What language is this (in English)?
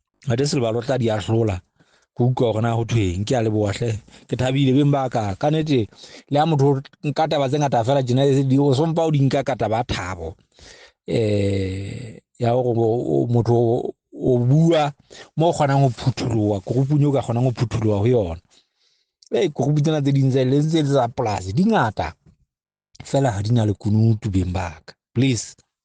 Southern Sotho